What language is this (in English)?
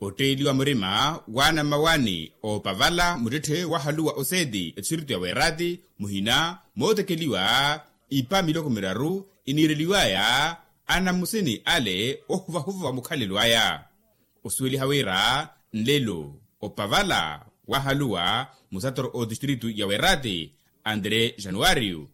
Makhuwa